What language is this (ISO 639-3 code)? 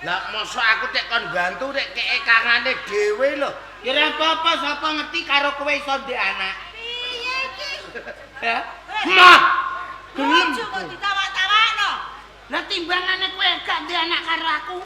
jav